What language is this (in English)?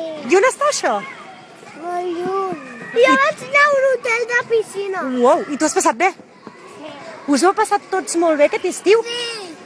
Catalan